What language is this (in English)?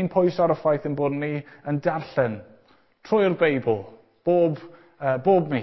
Welsh